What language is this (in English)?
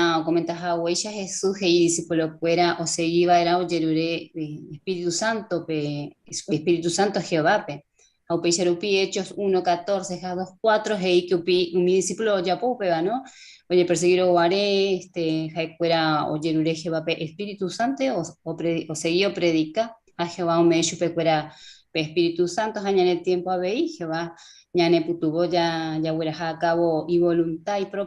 Guarani